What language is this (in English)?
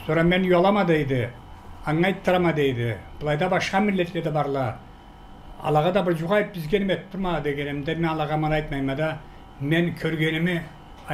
Karachay-Balkar